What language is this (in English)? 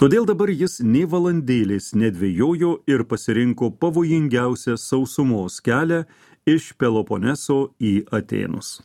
Lithuanian